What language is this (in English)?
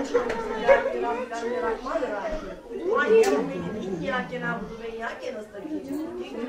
Turkish